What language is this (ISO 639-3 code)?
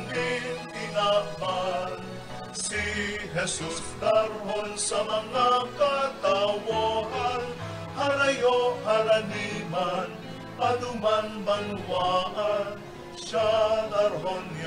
bik